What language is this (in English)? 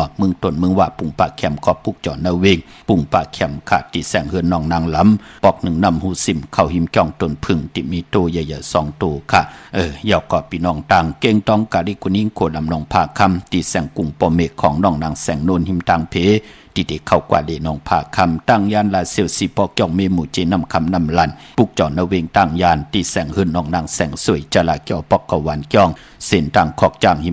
Shan